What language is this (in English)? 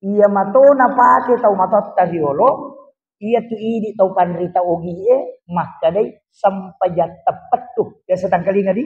Buginese